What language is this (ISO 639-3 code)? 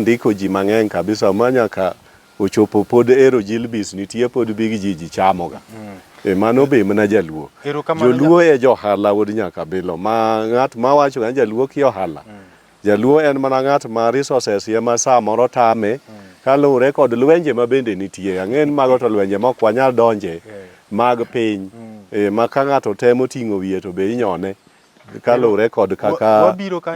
luo